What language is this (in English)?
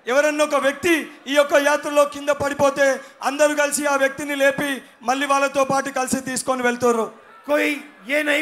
Telugu